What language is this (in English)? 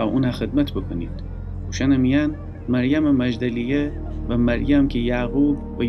Gilaki